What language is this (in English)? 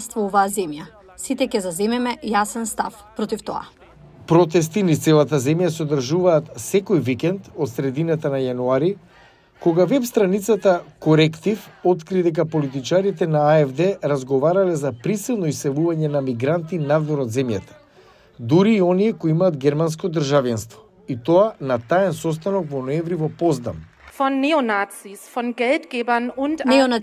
Macedonian